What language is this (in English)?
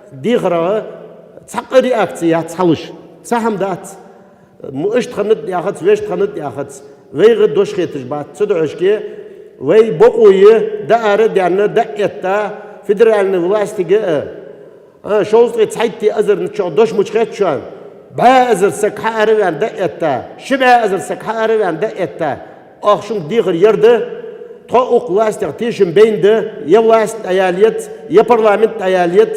Ingush